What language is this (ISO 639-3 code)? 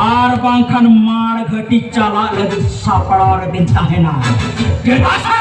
sat